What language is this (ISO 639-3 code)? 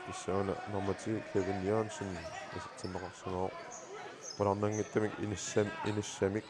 kal